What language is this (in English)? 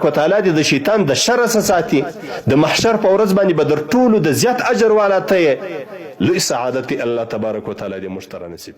Pashto